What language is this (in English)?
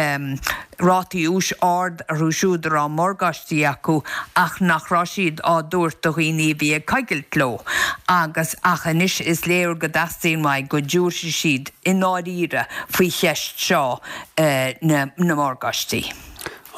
Irish